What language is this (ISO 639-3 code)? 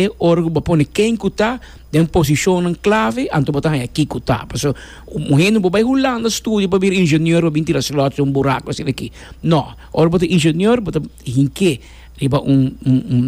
pap